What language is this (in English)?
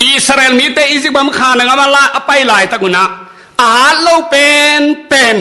Tedim Chin